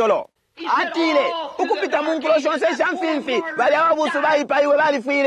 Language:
Bemba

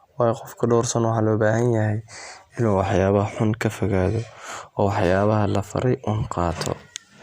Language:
Somali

